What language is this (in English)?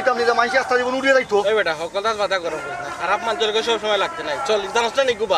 Sylheti